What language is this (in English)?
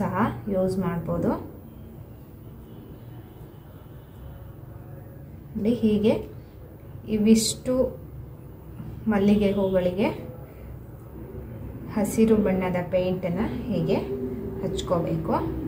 Kannada